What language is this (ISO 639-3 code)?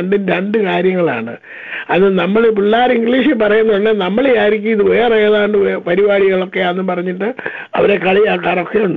mal